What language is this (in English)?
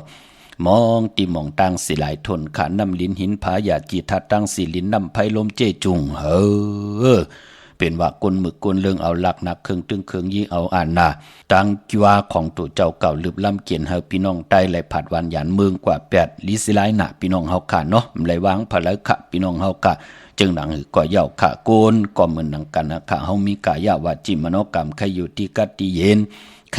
Shan